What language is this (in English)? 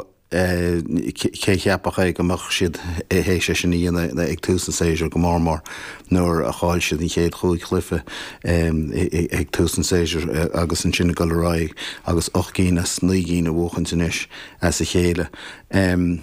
Irish